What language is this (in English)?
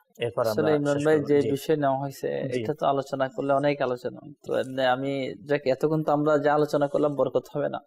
Bangla